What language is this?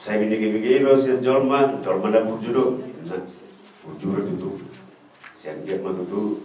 Batak Toba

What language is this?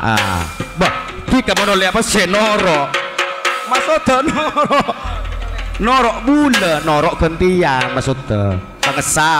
Madurese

